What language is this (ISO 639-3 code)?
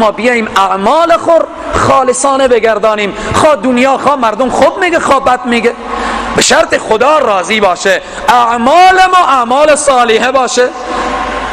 fas